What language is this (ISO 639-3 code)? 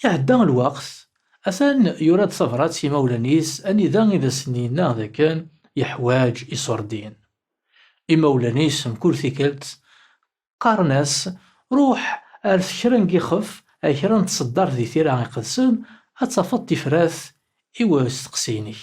kab